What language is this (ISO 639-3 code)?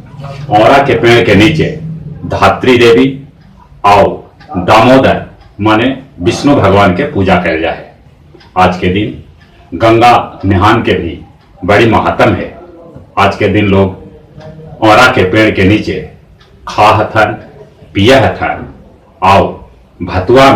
mag